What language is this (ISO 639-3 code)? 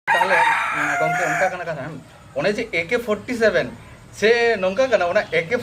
sat